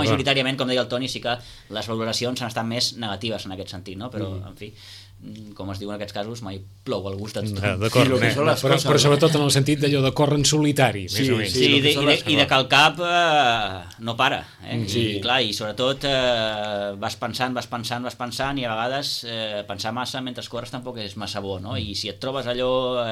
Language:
Catalan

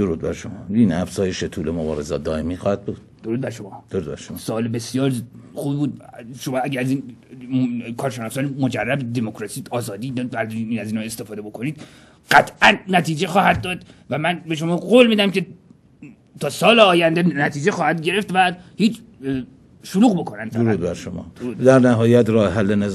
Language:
Persian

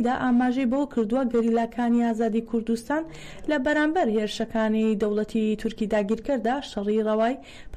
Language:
Central Kurdish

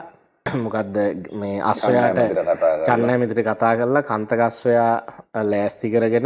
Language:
Sinhala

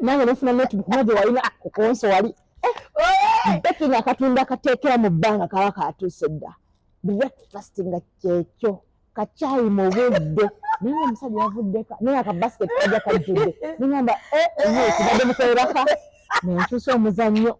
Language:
Ganda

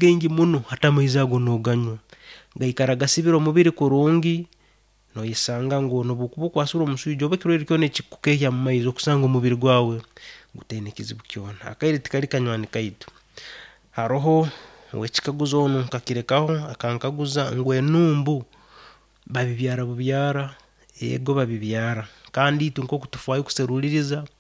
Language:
Nyankole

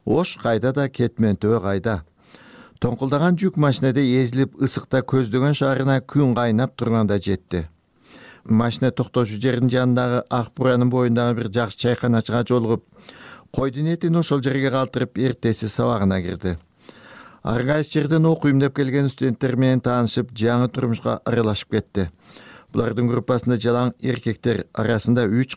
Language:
Kyrgyz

